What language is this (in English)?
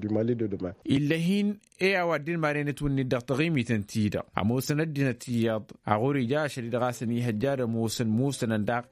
Tamasheq